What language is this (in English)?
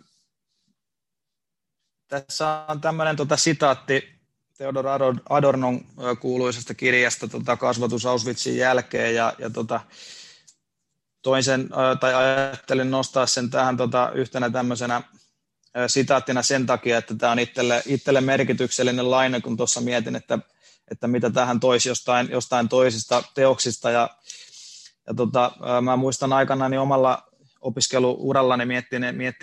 Finnish